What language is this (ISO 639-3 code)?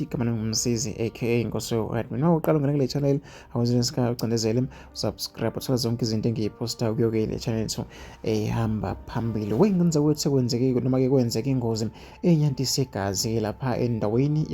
zul